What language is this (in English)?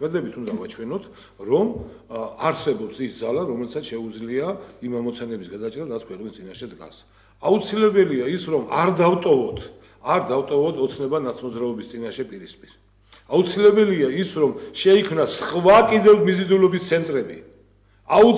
Georgian